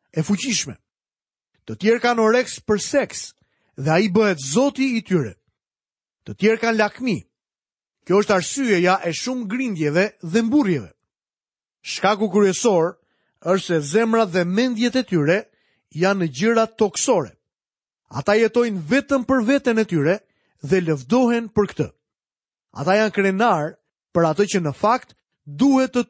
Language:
Albanian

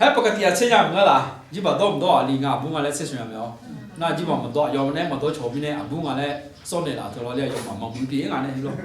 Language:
Akha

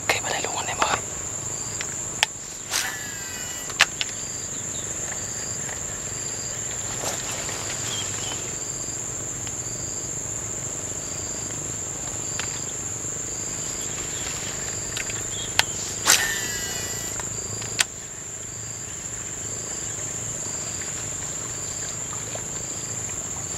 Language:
Vietnamese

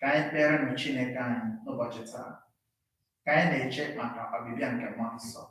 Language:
Igbo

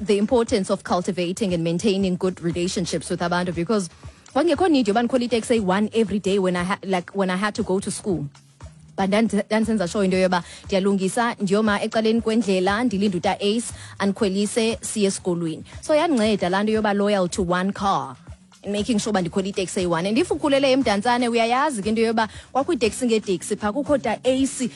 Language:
Xhosa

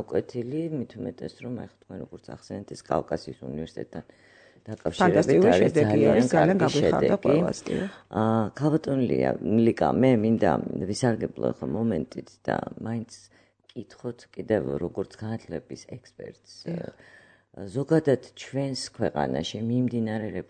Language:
Georgian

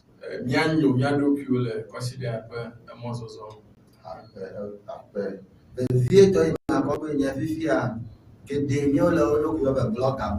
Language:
Ewe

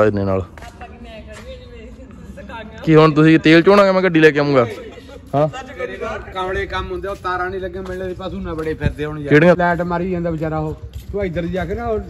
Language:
Punjabi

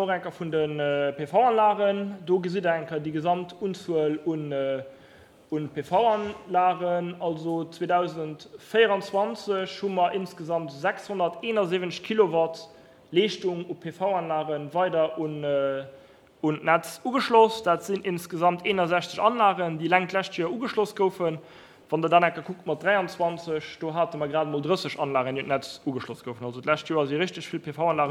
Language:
Luxembourgish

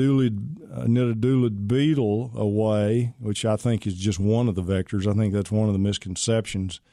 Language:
English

